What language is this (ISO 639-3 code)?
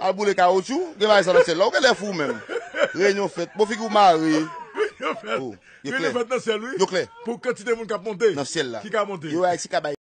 hat